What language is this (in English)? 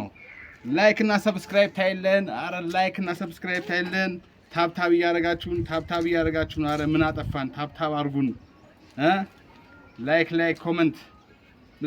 Amharic